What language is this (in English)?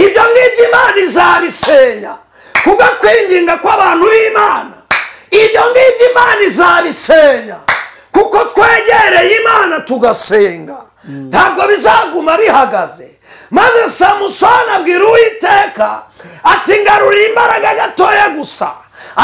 Kinyarwanda